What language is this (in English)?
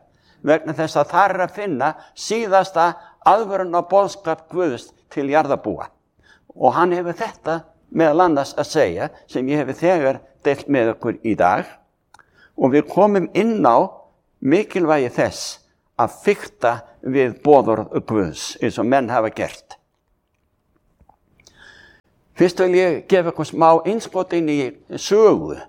Icelandic